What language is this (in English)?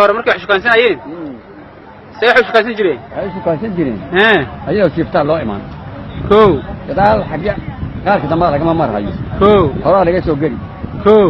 Somali